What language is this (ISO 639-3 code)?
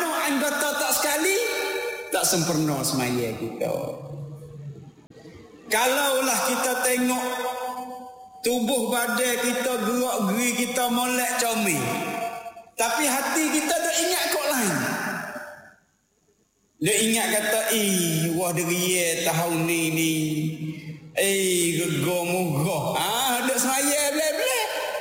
msa